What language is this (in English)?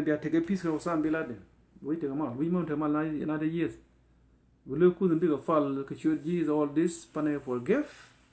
Nuer